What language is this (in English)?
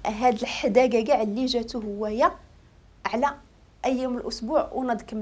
Moroccan Arabic